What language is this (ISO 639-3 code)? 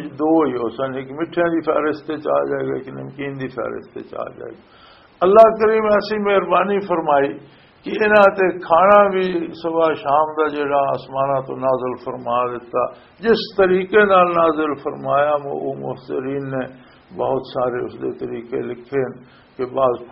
lah